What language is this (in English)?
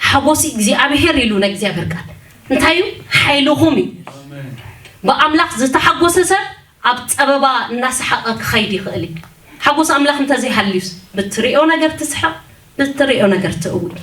Tigrinya